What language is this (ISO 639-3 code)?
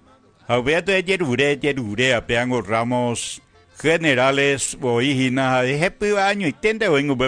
grn